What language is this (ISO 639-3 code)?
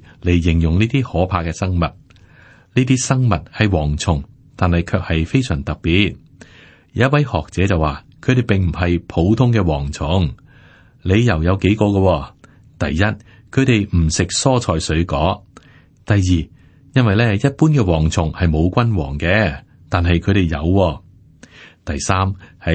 yue